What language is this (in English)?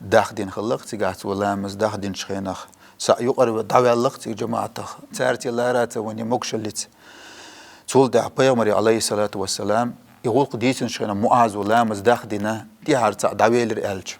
Chechen